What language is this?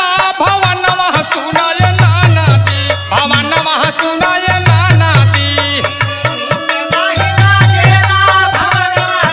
Bhojpuri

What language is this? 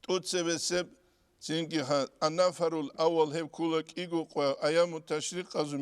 Avaric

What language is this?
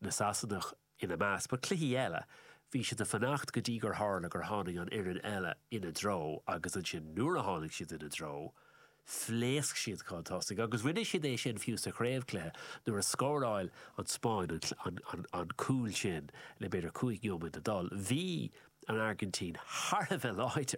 Irish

